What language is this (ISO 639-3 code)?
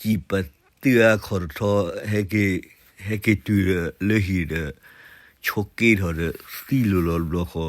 ksw